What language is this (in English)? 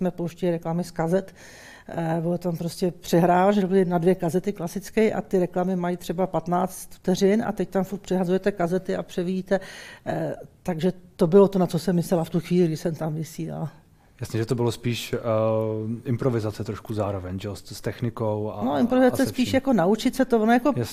Czech